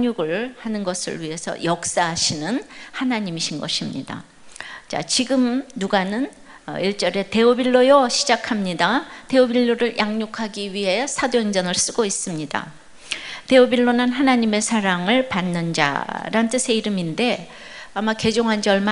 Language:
Korean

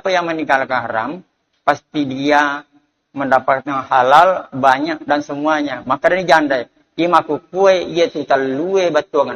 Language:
Buginese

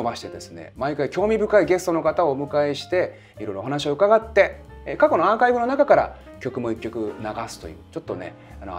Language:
Japanese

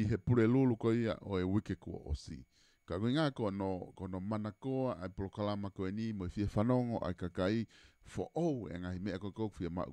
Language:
Tongan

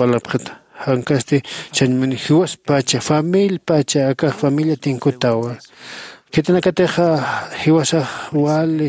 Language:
Aymara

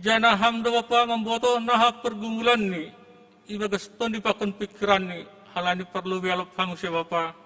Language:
Batak Simalungun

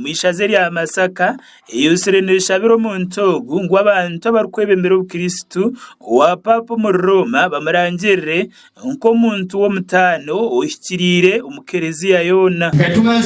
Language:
Nyankole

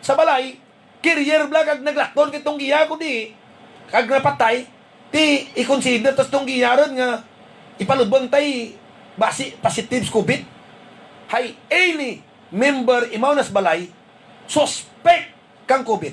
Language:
Hiligaynon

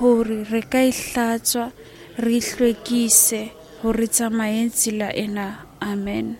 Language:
Southern Sotho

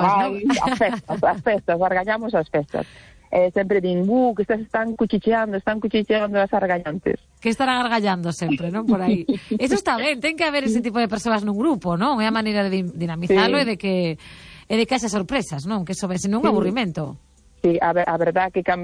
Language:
Galician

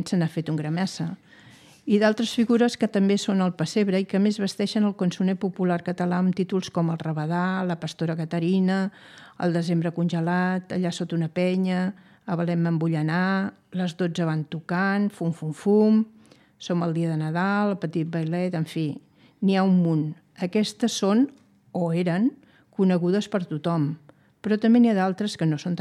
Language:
Catalan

